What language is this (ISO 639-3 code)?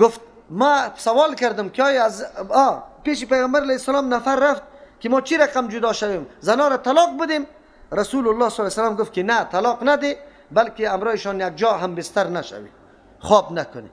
fas